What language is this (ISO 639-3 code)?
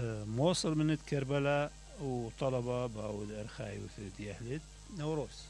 acm